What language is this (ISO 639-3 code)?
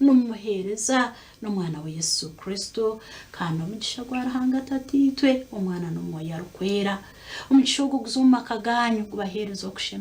nyn